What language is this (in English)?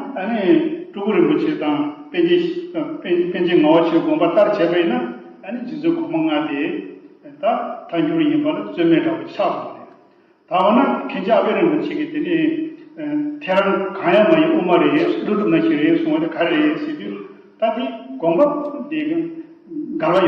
Tibetan